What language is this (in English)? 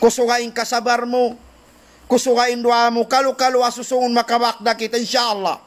Tausug